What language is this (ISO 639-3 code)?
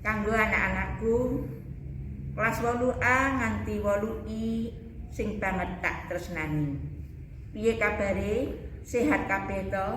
jav